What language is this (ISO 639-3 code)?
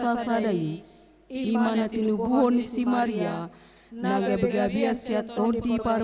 bbc